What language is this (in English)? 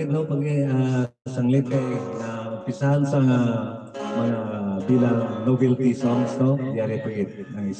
Hiligaynon